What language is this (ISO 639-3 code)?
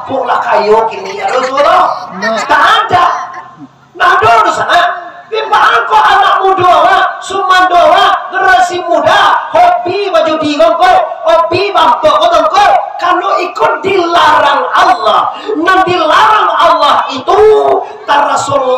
min